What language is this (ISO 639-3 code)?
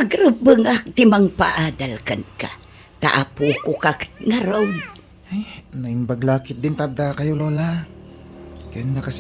ilo